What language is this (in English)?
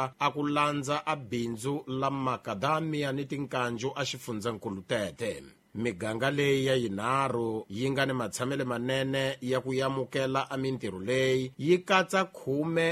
Tsonga